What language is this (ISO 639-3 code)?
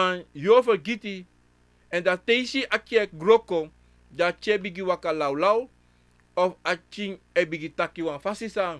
srn